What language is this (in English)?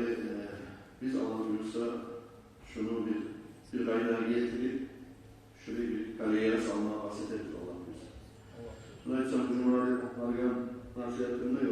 Kumyk